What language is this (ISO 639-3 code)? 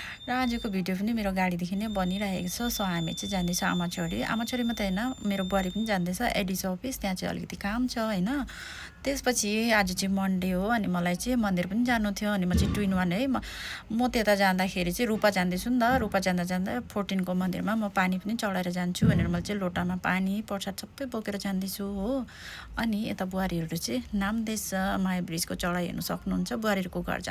nep